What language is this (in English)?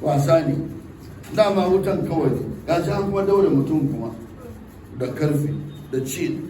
Hausa